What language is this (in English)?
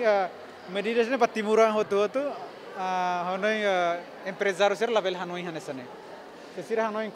Tetum